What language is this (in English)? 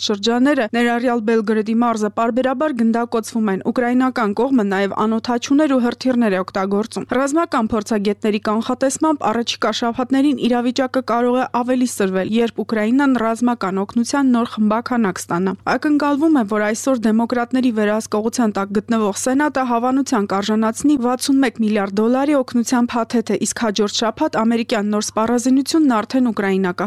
Armenian